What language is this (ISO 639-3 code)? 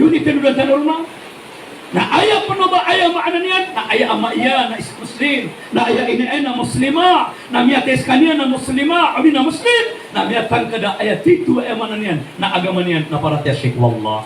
mrw